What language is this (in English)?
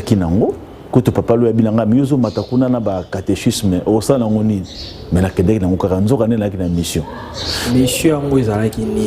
Lingala